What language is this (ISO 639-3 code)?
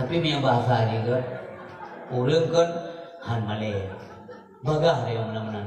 ace